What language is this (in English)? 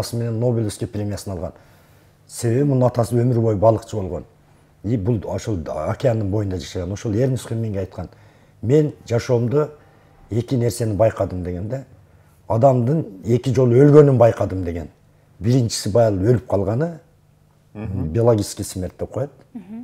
Kyrgyz